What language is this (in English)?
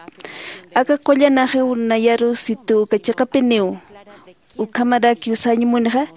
Aymara